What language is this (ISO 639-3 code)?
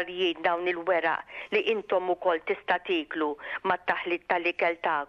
mlt